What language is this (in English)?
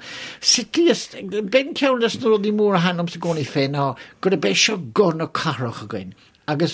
Irish